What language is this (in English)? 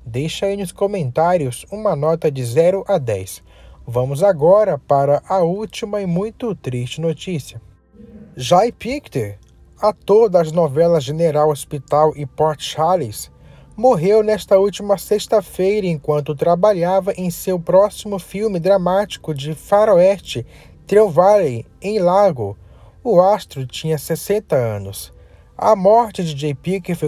Portuguese